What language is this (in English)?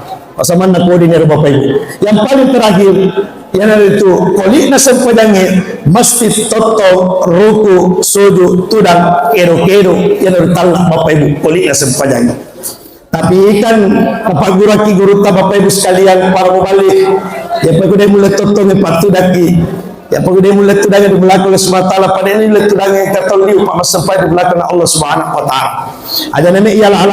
Buginese